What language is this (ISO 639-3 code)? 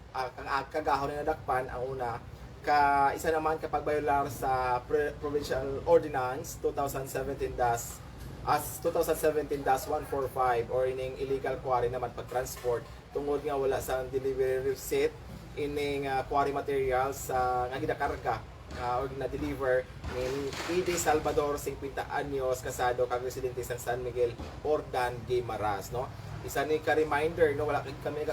hil